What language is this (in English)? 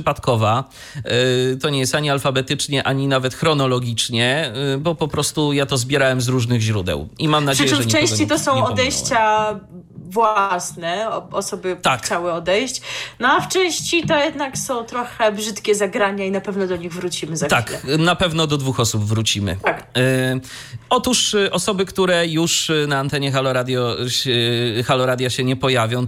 Polish